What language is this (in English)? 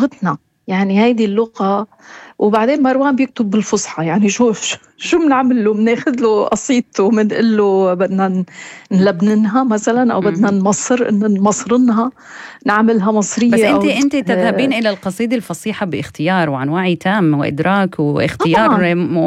North Levantine Arabic